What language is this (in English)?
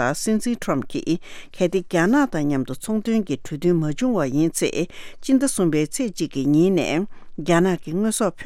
Tibetan